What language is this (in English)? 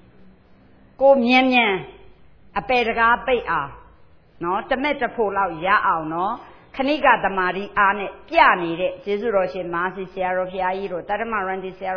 Burmese